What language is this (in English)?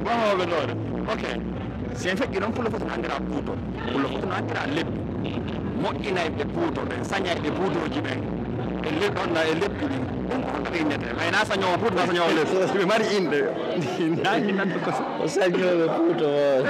Pular